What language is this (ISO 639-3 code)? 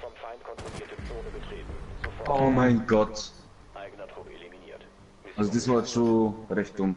bar